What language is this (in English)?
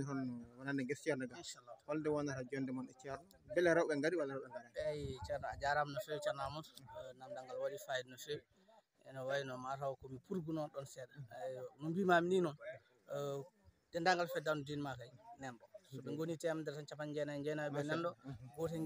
Fula